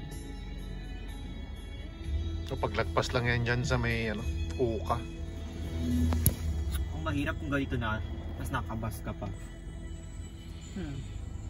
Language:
Filipino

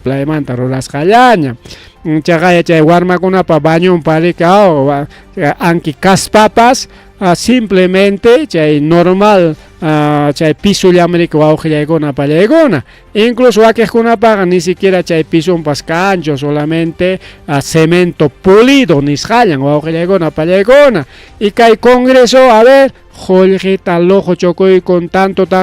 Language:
Ayacucho Quechua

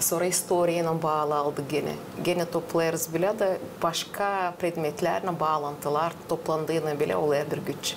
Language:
Gagauz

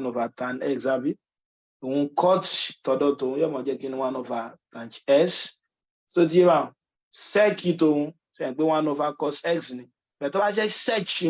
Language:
Yoruba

